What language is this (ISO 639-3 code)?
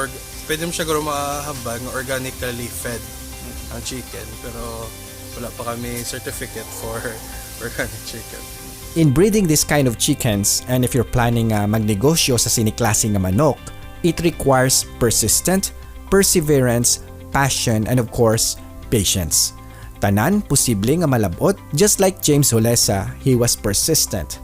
hil